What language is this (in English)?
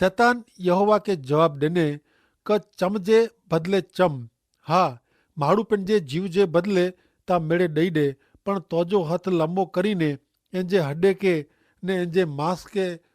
Kachhi